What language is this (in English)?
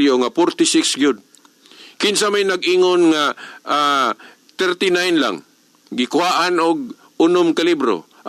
Cebuano